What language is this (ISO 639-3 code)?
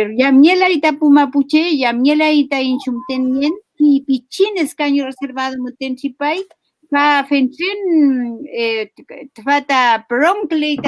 arn